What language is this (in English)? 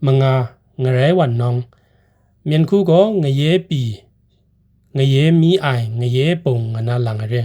Kachin